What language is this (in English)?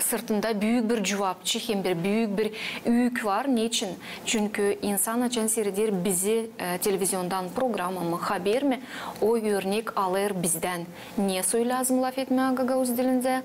Gagauz